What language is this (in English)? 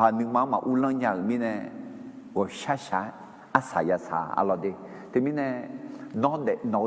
Akha